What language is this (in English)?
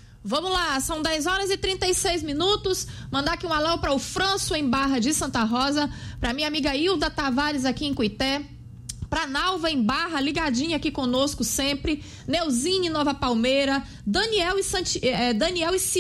Portuguese